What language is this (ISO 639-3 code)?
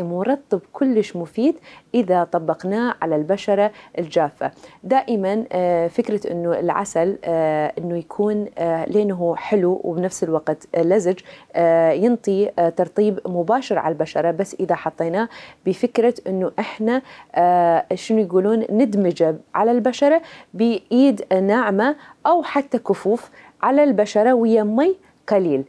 acm